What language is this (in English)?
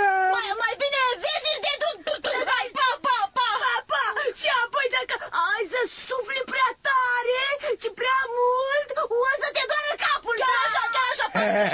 Romanian